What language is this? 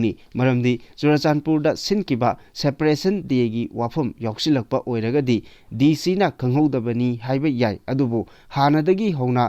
Manipuri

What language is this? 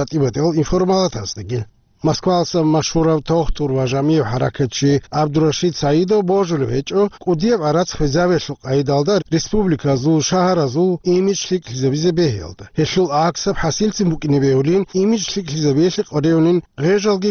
Avaric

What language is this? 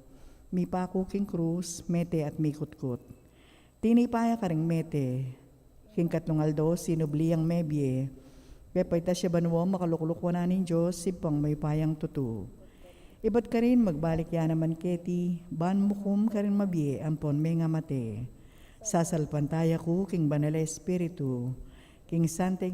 Pampanga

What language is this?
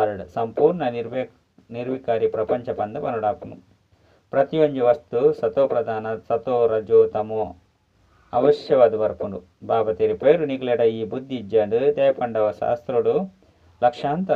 Tulu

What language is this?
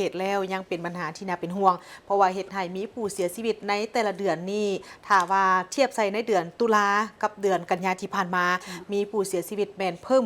Lao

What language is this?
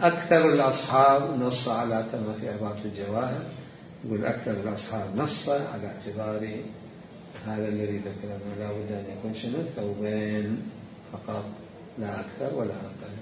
Mesopotamian Arabic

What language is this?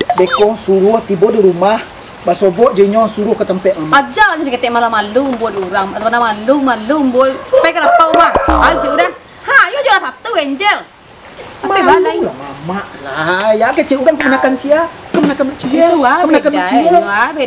Minangkabau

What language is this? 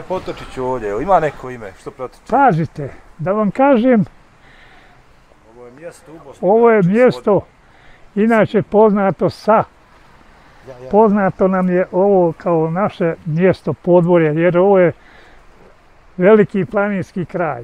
Bosnian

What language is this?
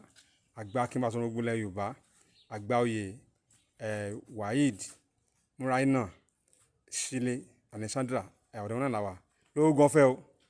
Yoruba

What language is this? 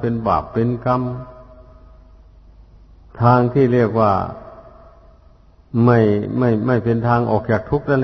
Thai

